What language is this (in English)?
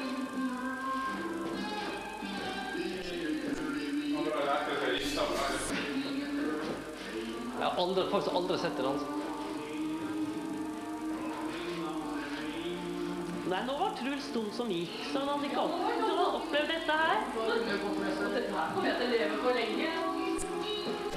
Norwegian